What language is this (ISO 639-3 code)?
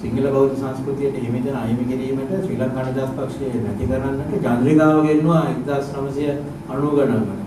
sin